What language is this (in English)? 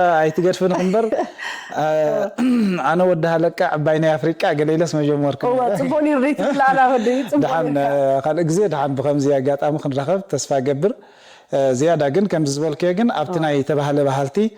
Tigrinya